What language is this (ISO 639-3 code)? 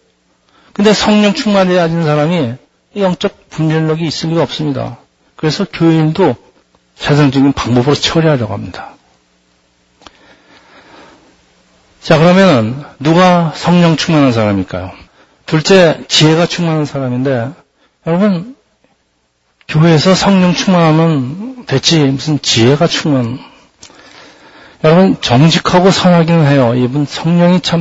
kor